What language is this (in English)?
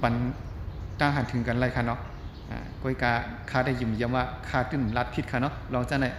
Shan